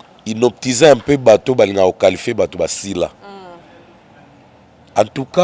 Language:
Lingala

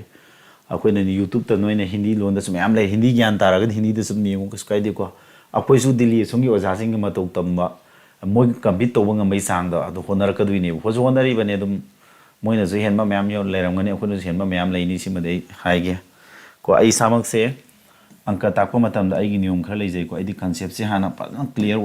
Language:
Manipuri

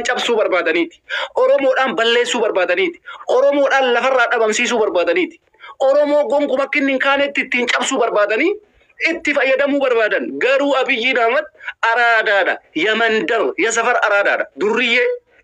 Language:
Oromo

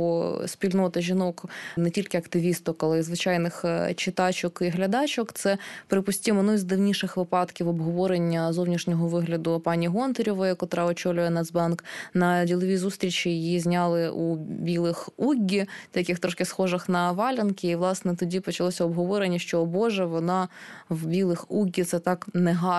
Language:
Ukrainian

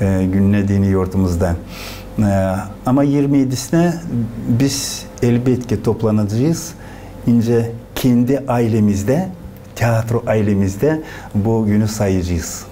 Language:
Gagauz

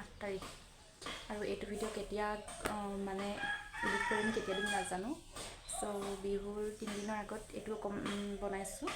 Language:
Assamese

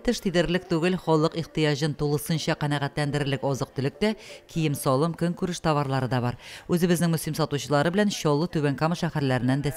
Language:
Tatar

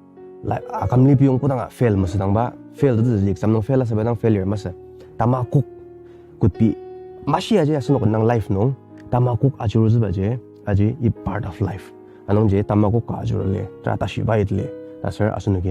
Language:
Ao Naga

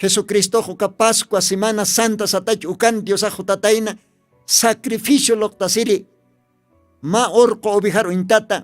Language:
Aymara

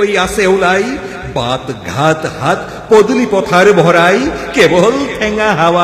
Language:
Assamese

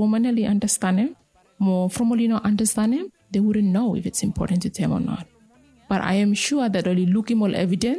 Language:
Bislama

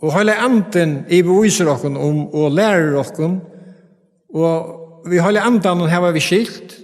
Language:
Faroese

